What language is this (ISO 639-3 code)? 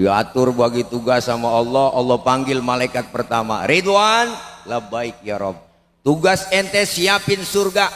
bew